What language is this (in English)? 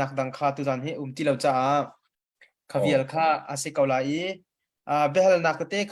Hakha Chin